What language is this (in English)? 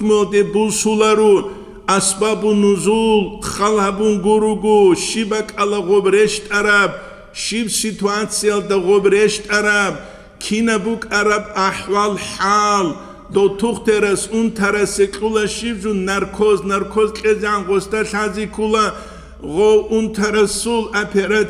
Avaric